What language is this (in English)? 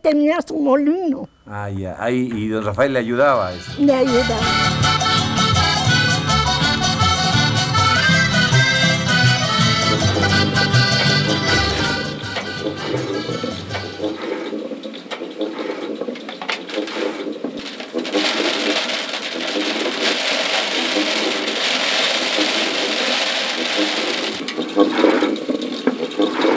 Spanish